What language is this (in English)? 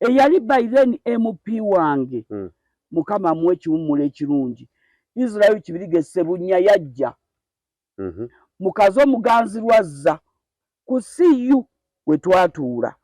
Ganda